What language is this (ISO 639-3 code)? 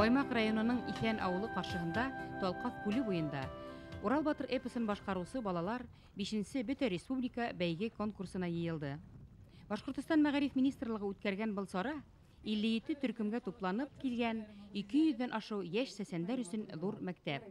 bak